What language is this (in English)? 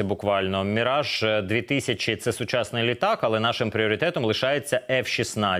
Ukrainian